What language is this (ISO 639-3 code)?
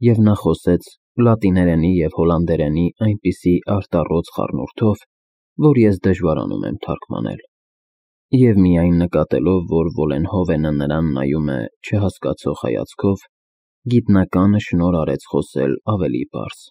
hye